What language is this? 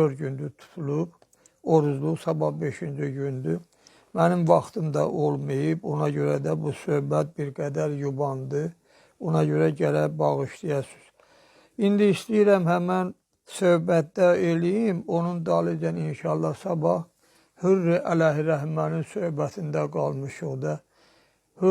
Azerbaijani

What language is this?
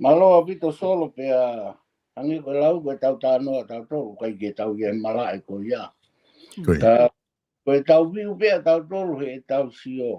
Tongan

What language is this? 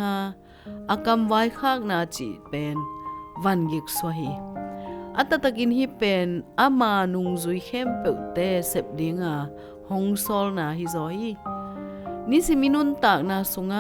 Tedim Chin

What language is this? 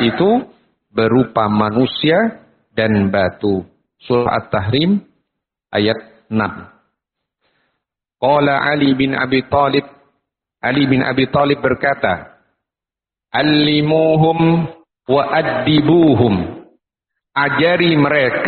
Indonesian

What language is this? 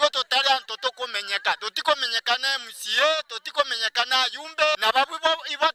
Meru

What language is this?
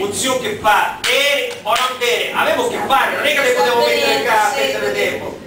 Sicilian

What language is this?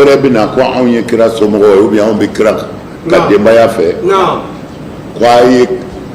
Bambara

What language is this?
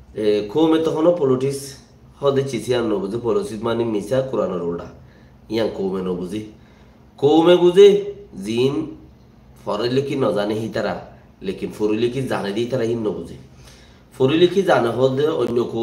Rohingya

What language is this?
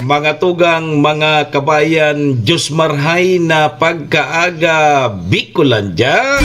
Bikol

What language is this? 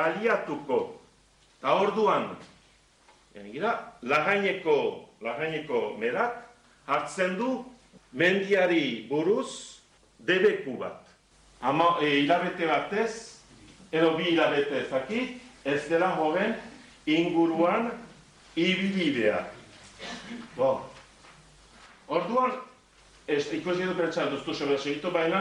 Basque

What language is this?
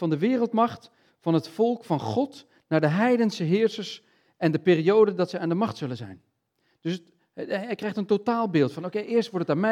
Dutch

